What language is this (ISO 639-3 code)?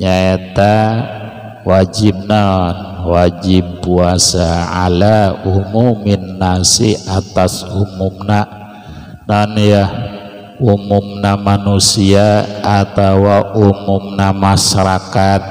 sun